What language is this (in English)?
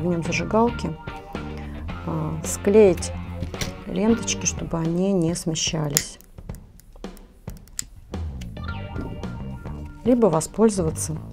Russian